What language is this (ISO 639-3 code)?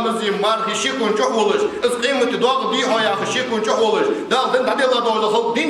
inh